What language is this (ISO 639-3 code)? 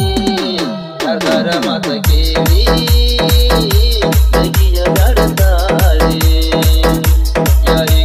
kan